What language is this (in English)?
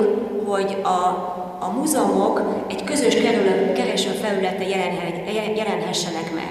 Hungarian